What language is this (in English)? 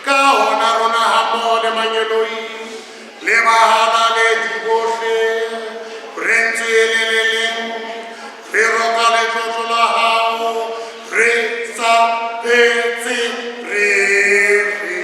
Southern Sotho